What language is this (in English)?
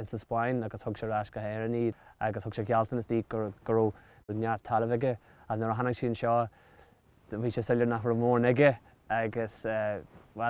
Irish